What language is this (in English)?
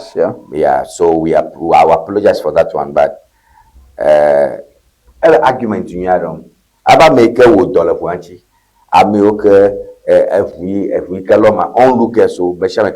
Ewe